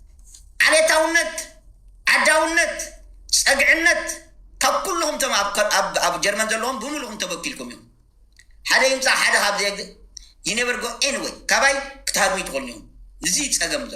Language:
Tigrinya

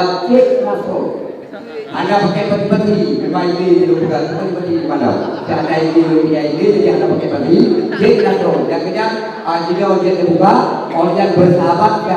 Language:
Achinese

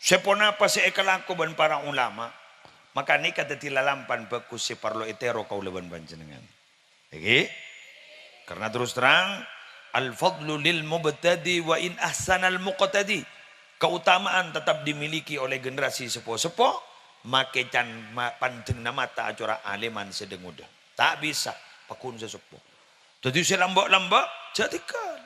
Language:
Madurese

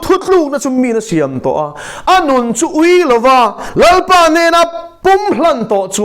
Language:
Mizo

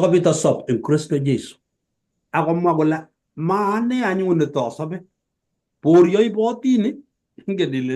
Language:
Kalenjin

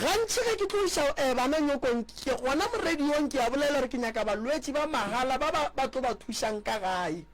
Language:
Northern Sotho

